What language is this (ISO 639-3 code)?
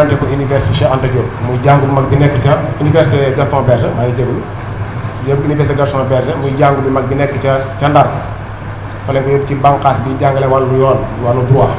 wol